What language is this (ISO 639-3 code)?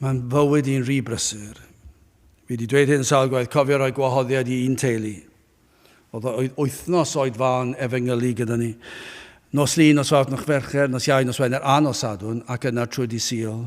cym